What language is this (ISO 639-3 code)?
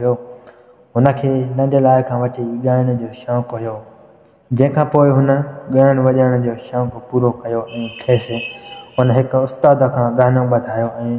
snd